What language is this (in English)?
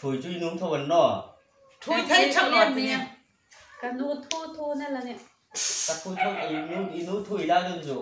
Hmar